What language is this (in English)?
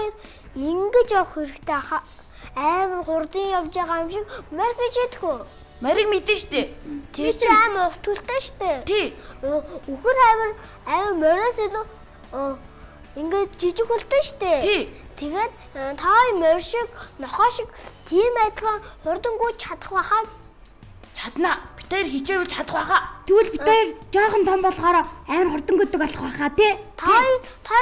Mongolian